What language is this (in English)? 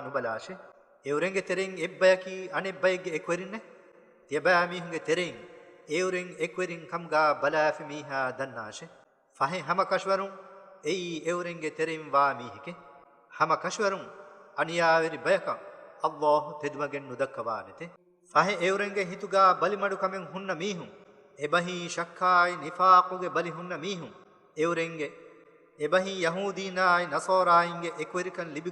Divehi